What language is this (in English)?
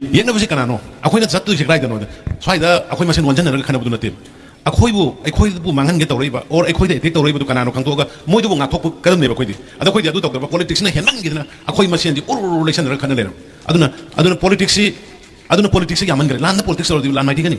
Manipuri